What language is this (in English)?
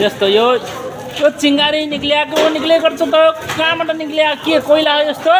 Nepali